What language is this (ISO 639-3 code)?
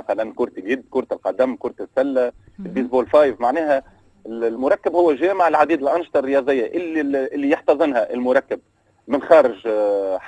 aeb